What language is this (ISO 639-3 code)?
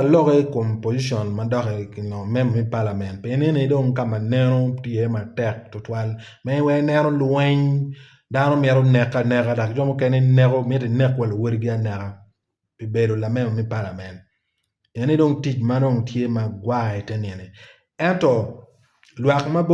ach